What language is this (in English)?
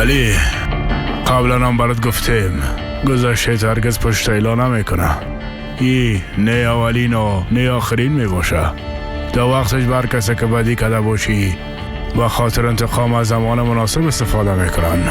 Persian